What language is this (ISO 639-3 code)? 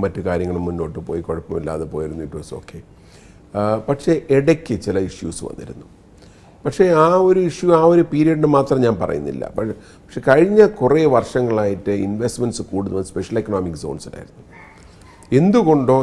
mal